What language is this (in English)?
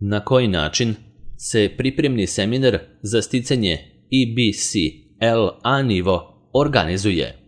Serbian